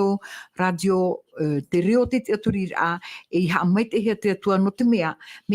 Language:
Tahitian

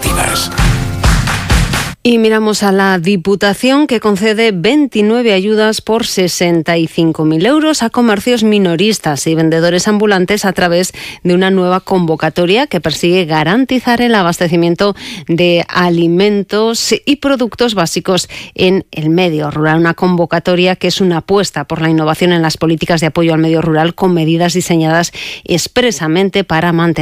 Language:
Spanish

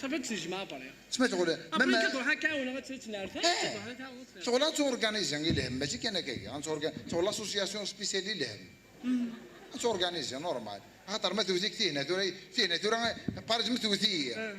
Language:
Kabyle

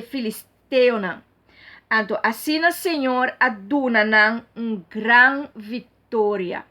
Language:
Papiamento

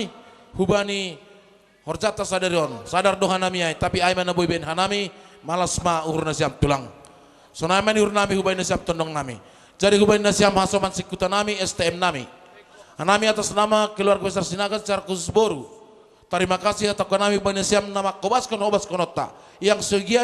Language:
Batak Simalungun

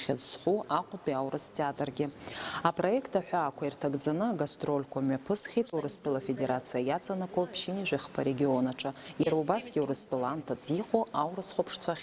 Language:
Abkhazian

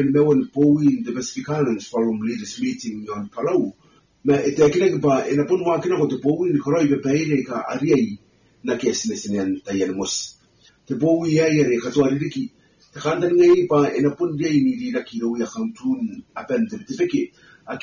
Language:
Gilbertese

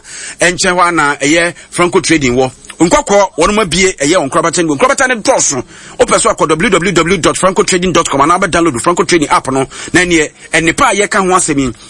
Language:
Akan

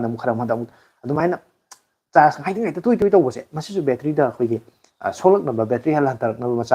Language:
Manipuri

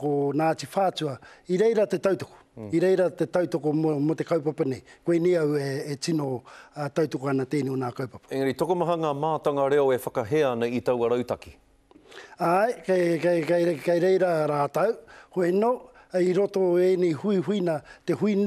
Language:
Māori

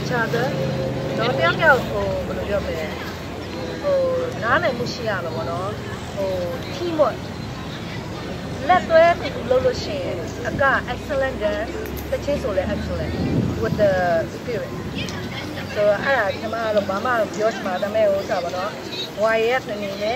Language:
Burmese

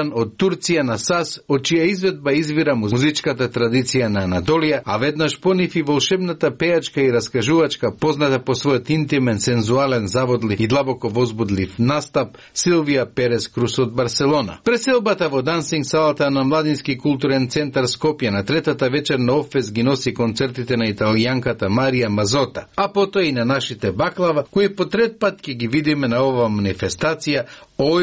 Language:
Macedonian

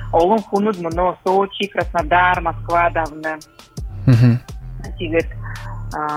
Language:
Buriat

